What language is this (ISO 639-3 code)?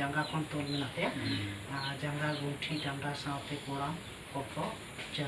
sat